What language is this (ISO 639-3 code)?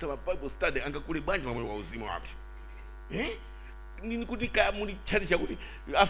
nya